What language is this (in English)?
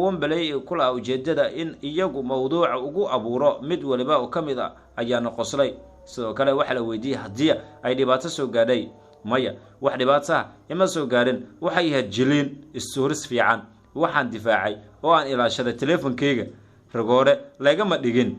Somali